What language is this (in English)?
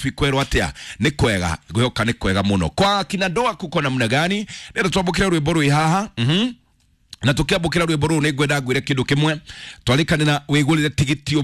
Kikuyu